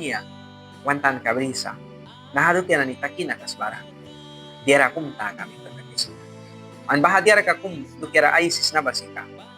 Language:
Mískito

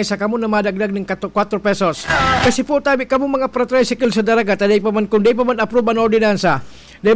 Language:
Bikol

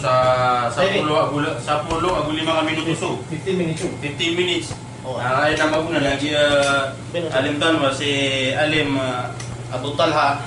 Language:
Maranao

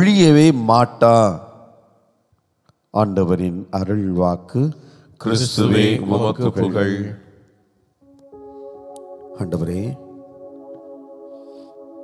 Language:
Tamil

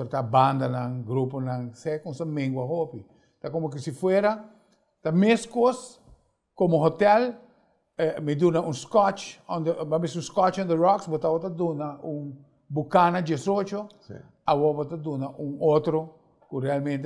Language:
Papiamento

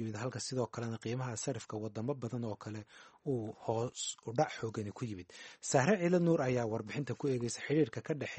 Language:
Somali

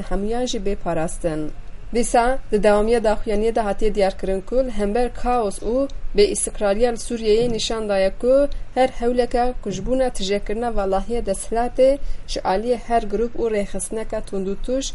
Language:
Kurdish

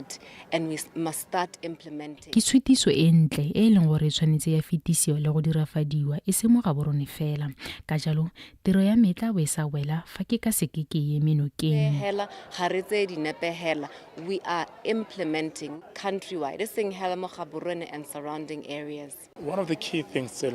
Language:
Tswana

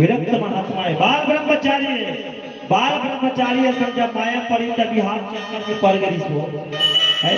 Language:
Chhattisgarhi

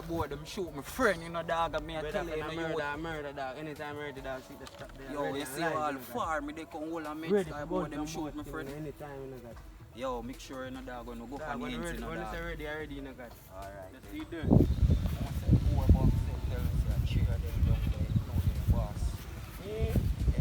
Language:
Jamaican Creole English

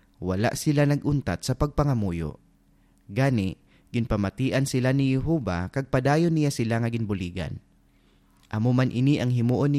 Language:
Hiligaynon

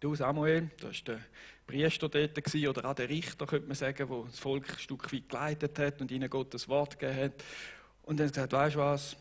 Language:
Swiss German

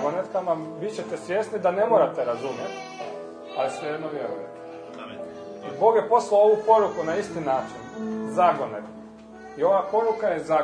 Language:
Croatian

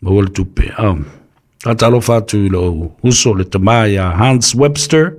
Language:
Samoan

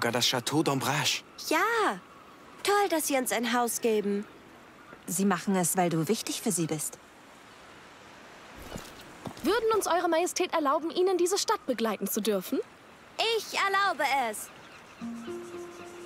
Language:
German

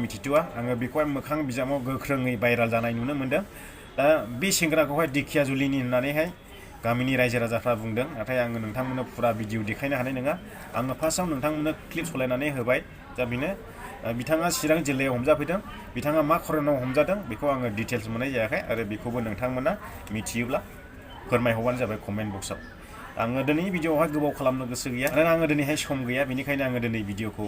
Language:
Bodo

